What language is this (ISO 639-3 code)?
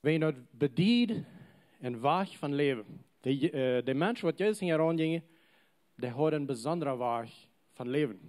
pdt